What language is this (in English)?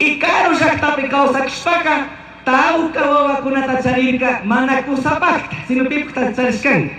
Chimborazo Highland Quichua